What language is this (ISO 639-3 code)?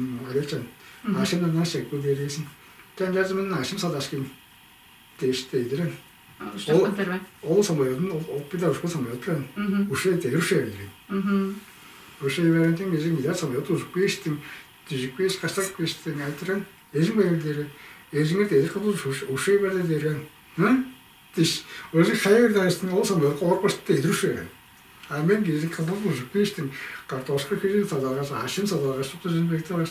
tyv